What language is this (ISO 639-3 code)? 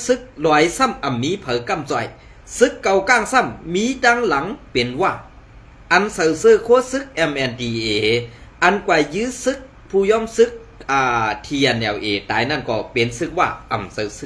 shn